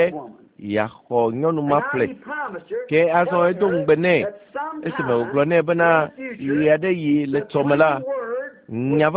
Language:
Ewe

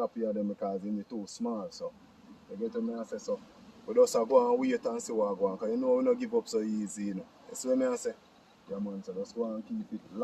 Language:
Jamaican Creole English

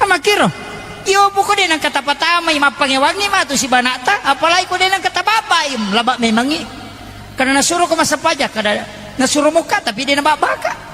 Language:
Buginese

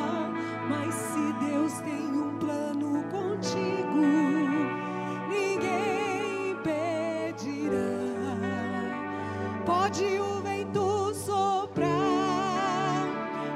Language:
Portuguese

